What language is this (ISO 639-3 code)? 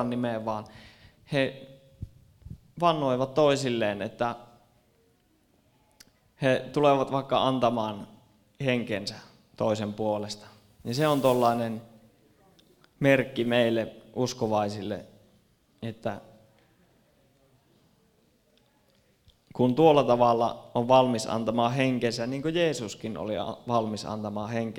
fin